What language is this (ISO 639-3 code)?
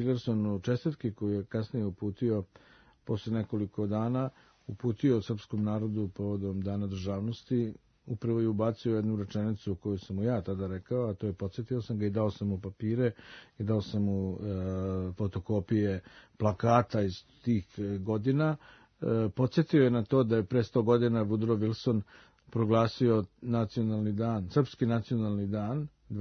srp